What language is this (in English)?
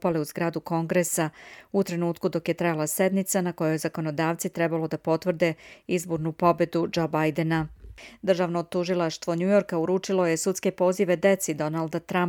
Serbian